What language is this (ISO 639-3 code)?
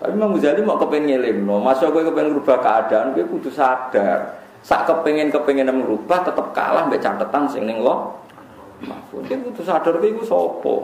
jav